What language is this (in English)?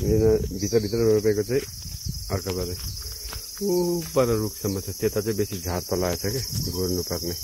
Nepali